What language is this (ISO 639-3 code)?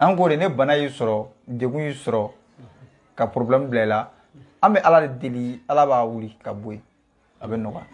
bam